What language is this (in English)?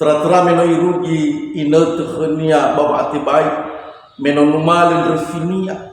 Nias